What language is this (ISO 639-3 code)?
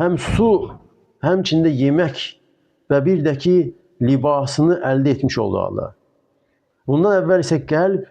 aze